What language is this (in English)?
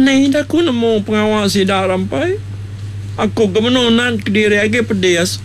Iban